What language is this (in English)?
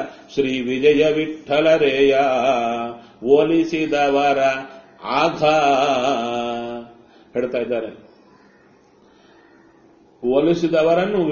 Kannada